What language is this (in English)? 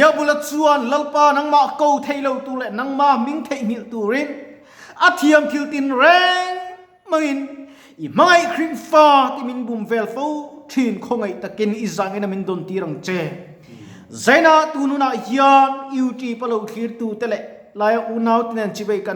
Mizo